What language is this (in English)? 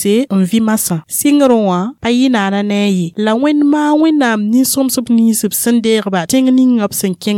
Mossi